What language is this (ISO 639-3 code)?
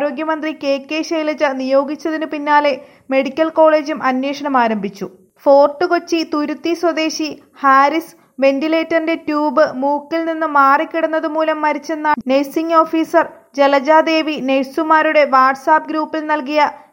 mal